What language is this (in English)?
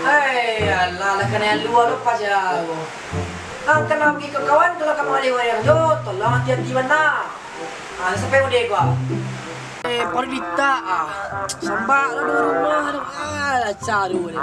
Minangkabau